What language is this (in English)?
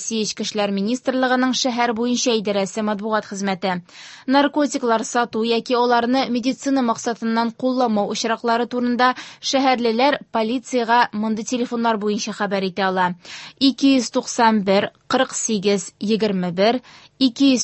Tatar